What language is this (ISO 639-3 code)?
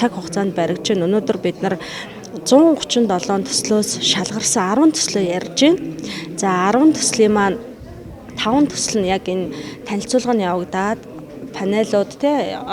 mon